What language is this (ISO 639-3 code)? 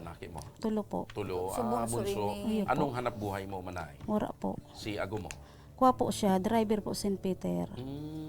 bik